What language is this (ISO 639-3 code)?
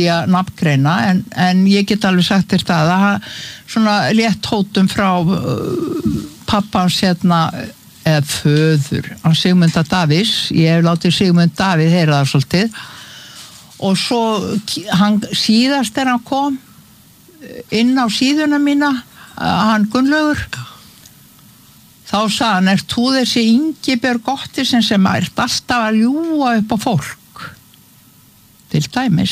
isl